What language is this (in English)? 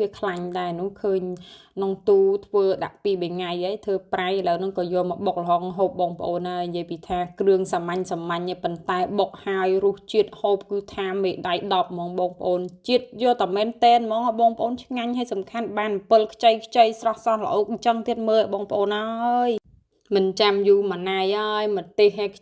Khmer